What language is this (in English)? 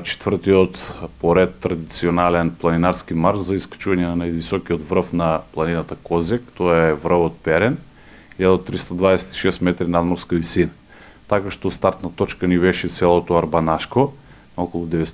Macedonian